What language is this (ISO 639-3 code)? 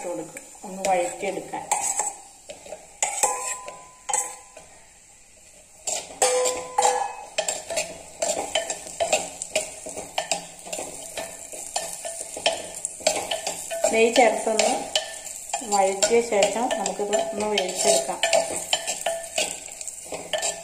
mal